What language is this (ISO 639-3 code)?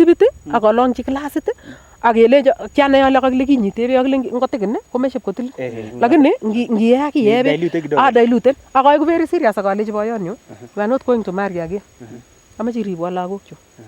niq